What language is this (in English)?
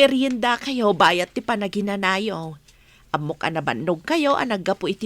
Iloko